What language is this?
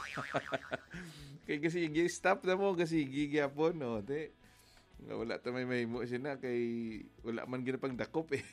Hiligaynon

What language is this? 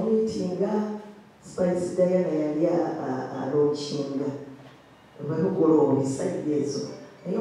Ganda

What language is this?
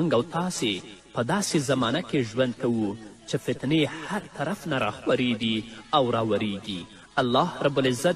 Pashto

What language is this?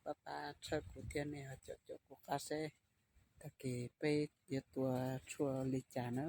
Hmong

